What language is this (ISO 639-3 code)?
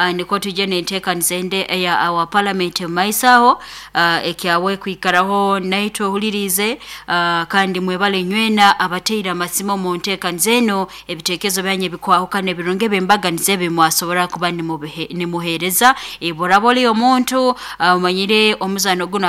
nyn